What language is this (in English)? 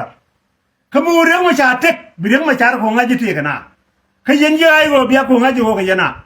Nuer